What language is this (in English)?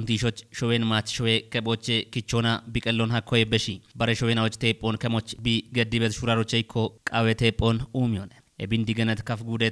Kafa